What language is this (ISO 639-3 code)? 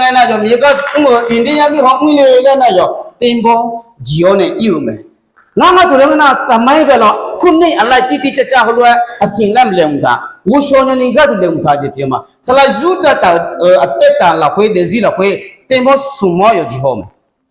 ahk